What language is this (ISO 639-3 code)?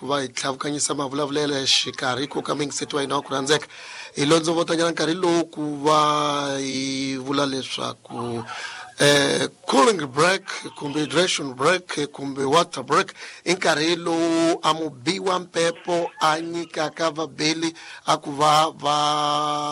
tso